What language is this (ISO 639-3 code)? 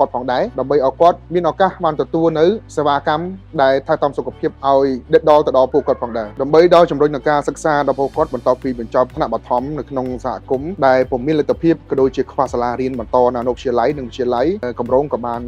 khm